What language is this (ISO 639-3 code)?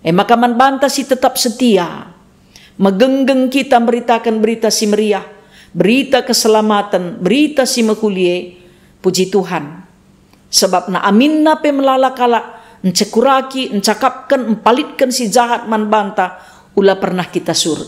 btx